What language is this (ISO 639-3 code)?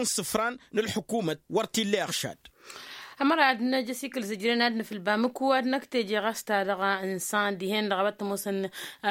taq